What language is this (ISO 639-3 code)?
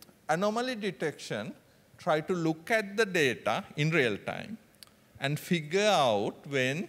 eng